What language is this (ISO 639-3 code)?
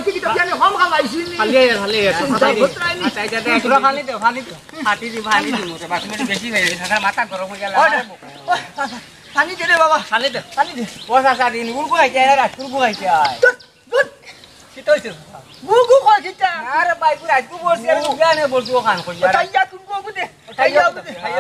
syl